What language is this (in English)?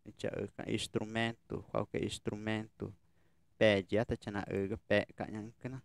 Ticuna